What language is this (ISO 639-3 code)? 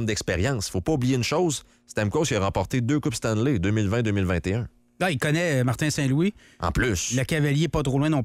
fra